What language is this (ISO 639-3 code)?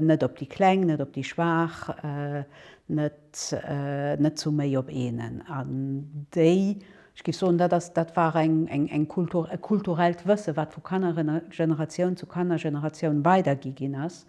ltz